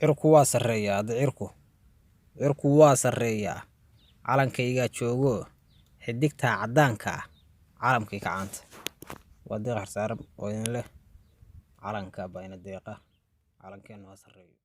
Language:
Somali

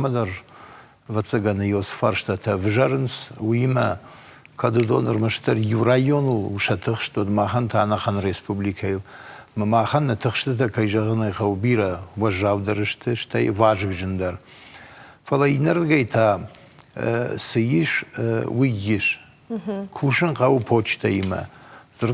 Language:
Ossetic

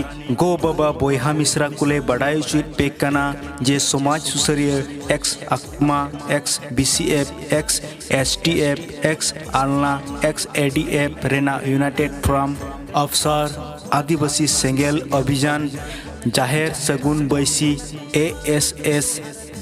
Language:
Santali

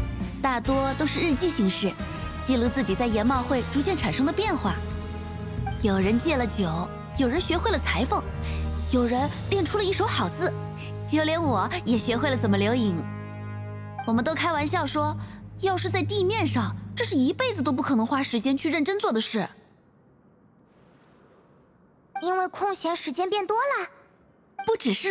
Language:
Chinese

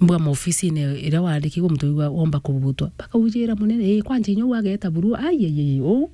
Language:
Meru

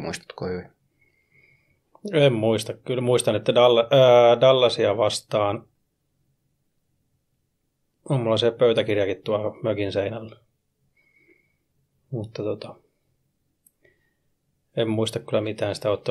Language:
Finnish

